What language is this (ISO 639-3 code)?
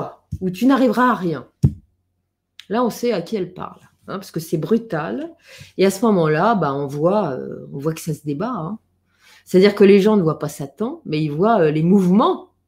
fra